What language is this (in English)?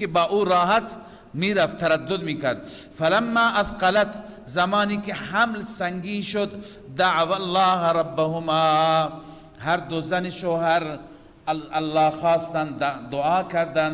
Persian